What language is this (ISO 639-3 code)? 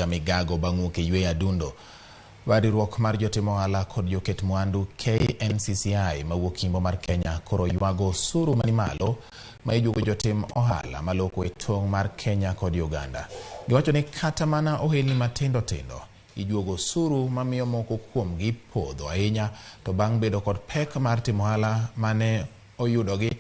luo